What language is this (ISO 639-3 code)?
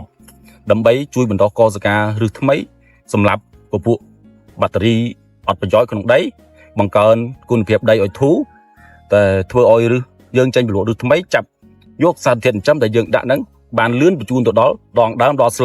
khm